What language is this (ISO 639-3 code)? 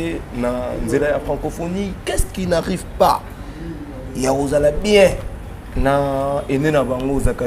lin